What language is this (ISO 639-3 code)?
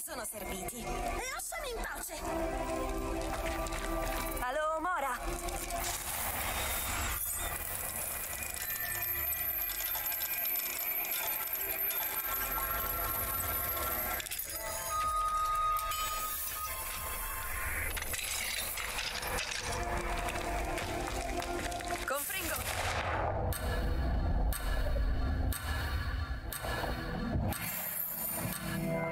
ita